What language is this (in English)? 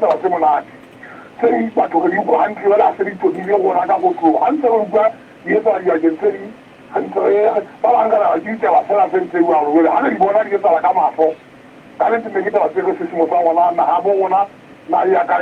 Southern Sotho